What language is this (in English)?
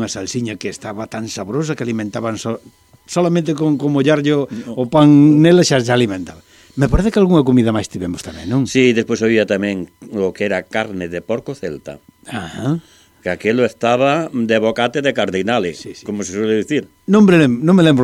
Galician